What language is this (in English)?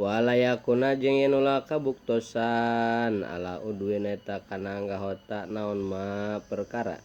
Sundanese